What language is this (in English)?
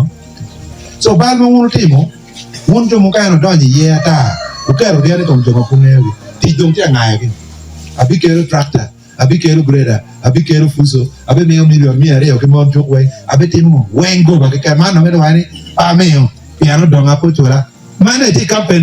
Acoli